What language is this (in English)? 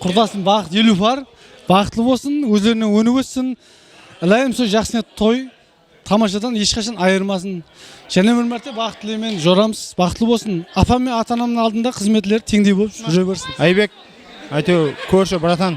Kara-Kalpak